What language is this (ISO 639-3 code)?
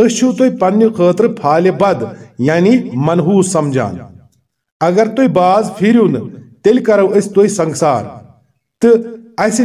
kas